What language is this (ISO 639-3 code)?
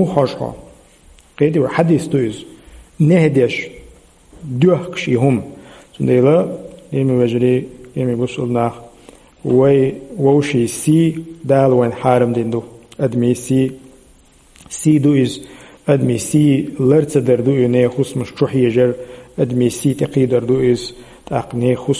che